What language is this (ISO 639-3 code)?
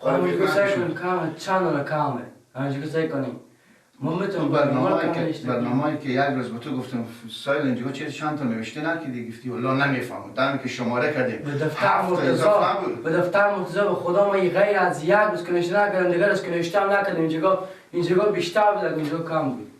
fas